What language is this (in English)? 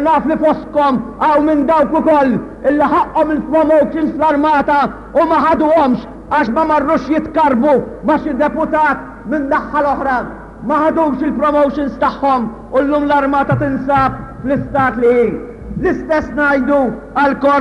Maltese